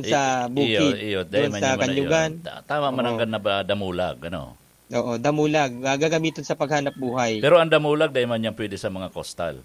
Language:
Bikol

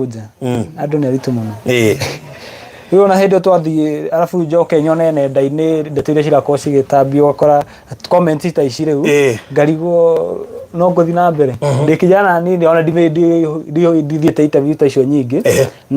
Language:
Kikuyu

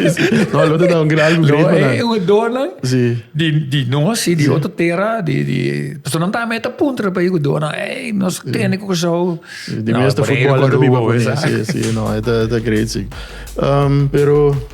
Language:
Papiamento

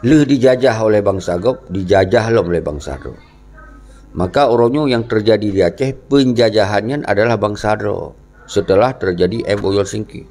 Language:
Achinese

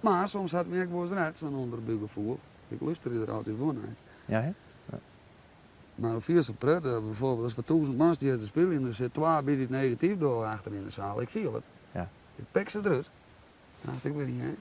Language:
Western Frisian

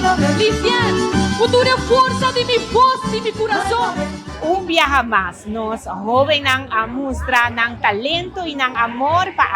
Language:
Papiamento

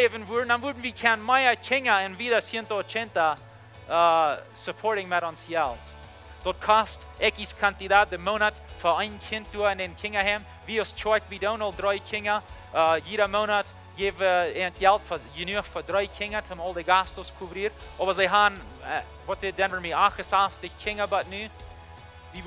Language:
Plautdietsch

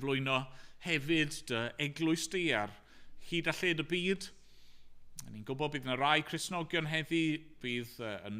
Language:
Welsh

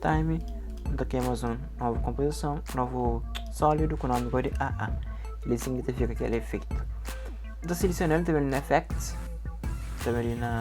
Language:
Kabuverdianu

